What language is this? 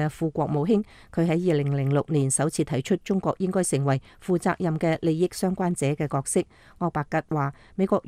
Cantonese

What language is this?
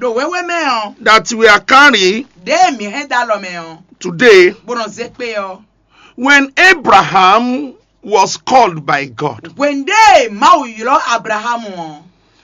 Fon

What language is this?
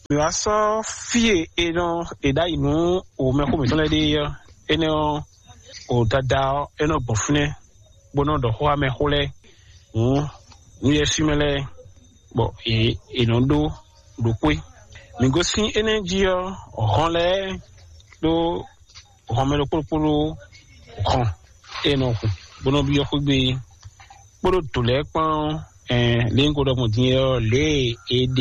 Fon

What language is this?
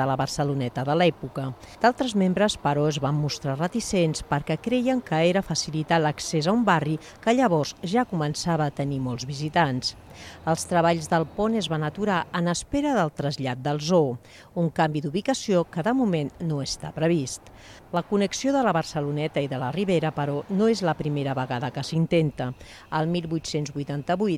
Catalan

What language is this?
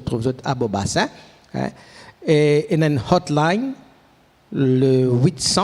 Morisyen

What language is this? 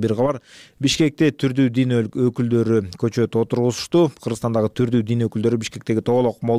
Kyrgyz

